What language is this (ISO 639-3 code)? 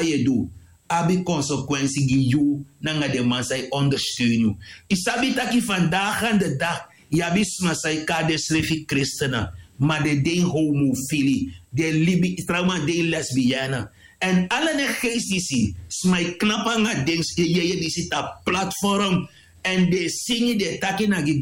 srn